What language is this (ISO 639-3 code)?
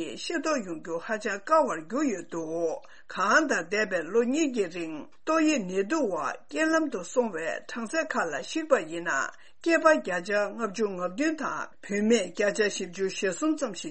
bod